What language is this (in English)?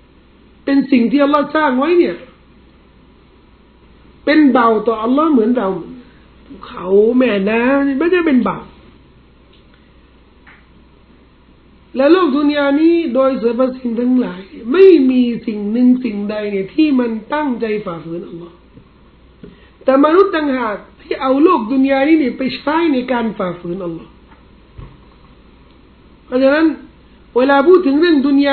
Thai